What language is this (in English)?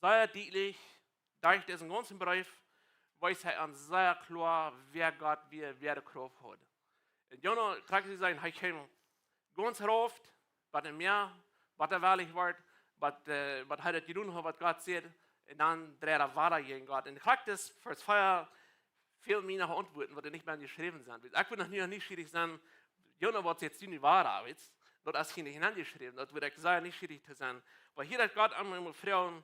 Plautdietsch